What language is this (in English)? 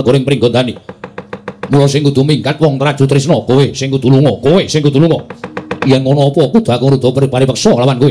Javanese